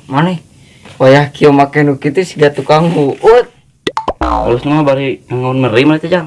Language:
Sundanese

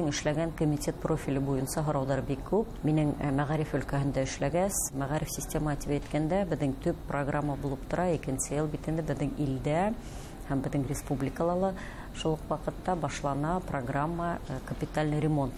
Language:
Bashkir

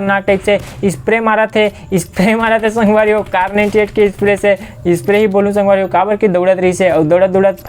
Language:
Chhattisgarhi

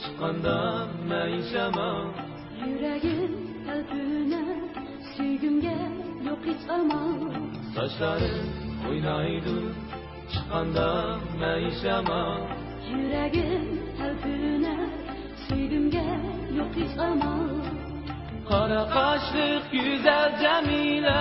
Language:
Uyghur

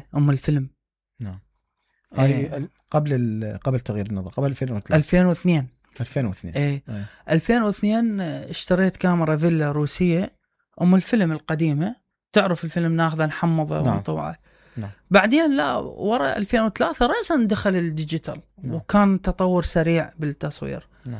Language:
Mesopotamian Arabic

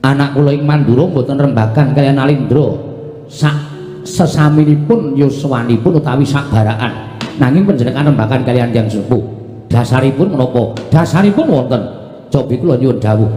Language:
Javanese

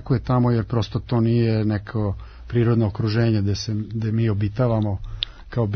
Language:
Serbian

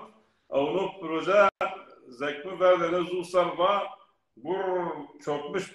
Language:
Zaza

